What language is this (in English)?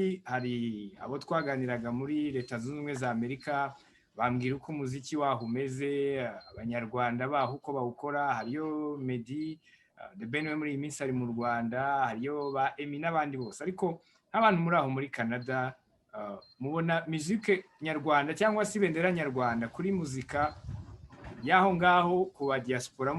Kinyarwanda